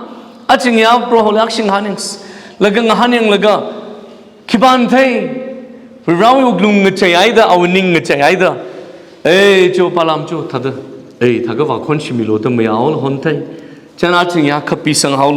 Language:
Tangkhul Naga (India)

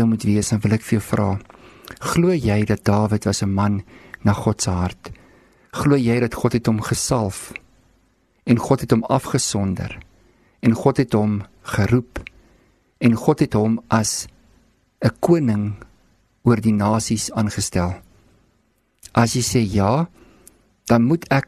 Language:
Afrikaans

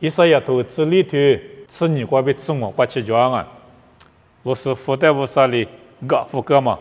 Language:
Lisu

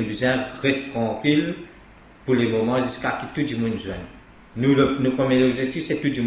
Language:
Morisyen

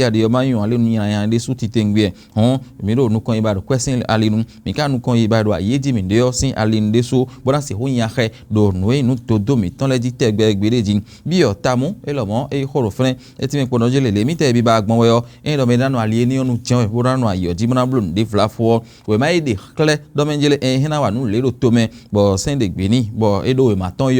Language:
Fon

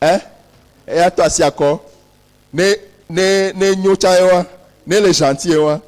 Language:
Ewe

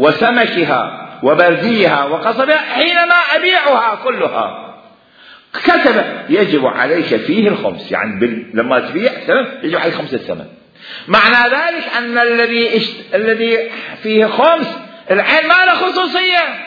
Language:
Mesopotamian Arabic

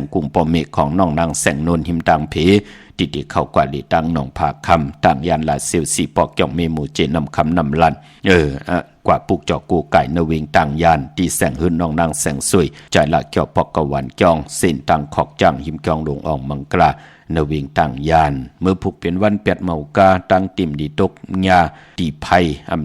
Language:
Shan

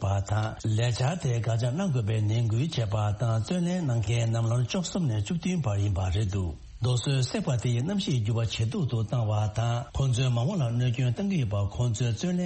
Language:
Tibetan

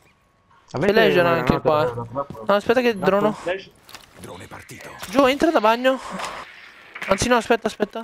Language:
Italian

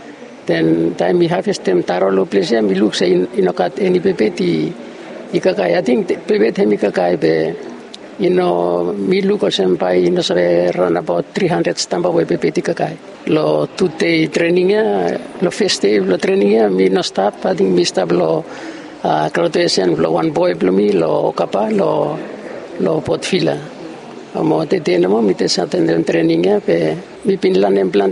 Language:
Bislama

